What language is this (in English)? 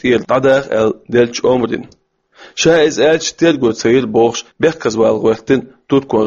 Chechen